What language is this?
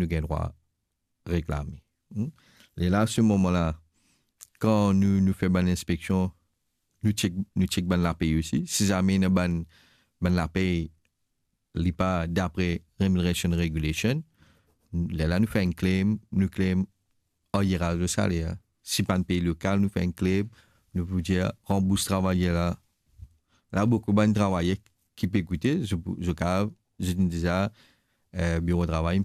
Morisyen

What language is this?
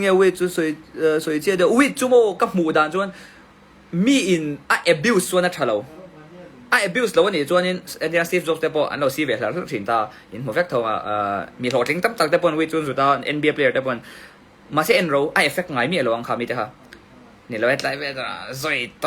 Mizo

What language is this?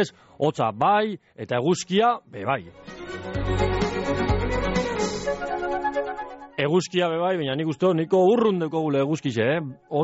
Basque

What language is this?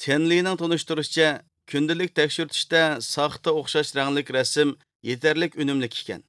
Uyghur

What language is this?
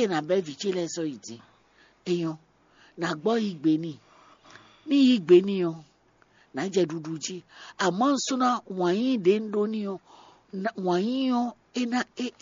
Fon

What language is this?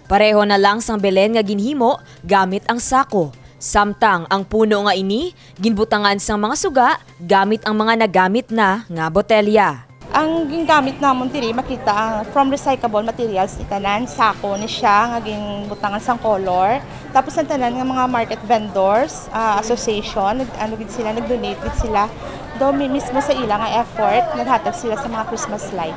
Hiligaynon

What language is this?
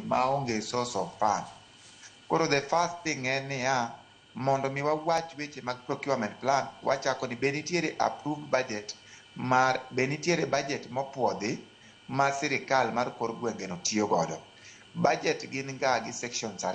Luo (Kenya and Tanzania)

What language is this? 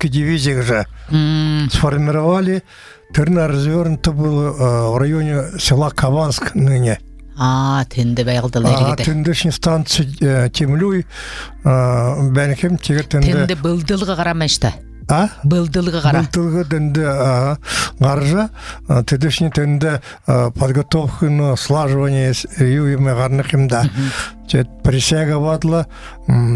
Buriat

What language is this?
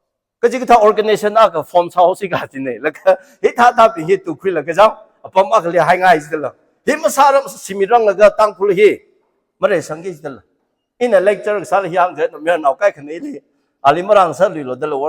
Tangkhul Naga (India)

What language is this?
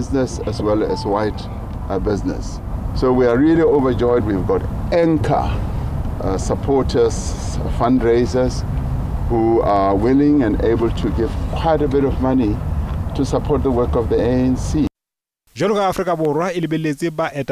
Southern Sotho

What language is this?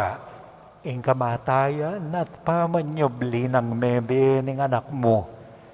Pampanga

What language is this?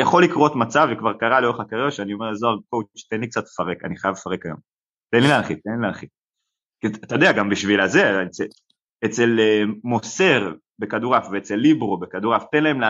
Hebrew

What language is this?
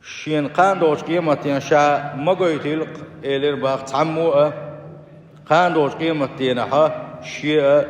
Chechen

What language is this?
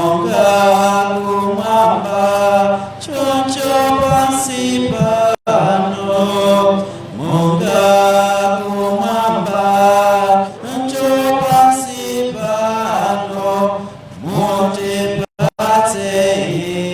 Nyanja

